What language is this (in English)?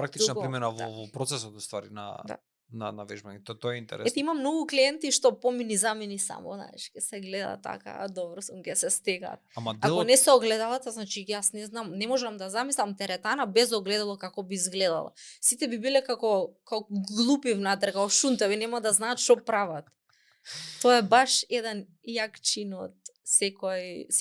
Macedonian